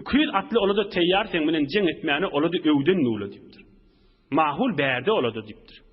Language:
Turkmen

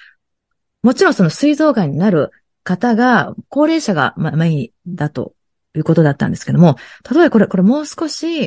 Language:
Japanese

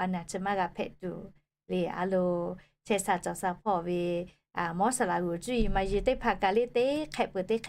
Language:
Lahu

